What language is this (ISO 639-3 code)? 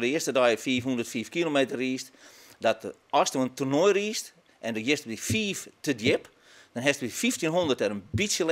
fry